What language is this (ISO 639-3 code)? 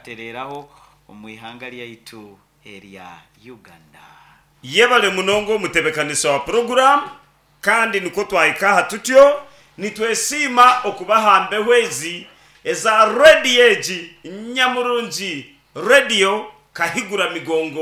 nyn